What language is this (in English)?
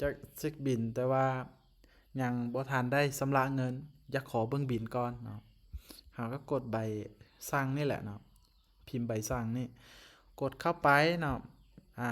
Lao